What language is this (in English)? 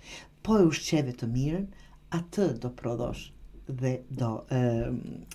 Albanian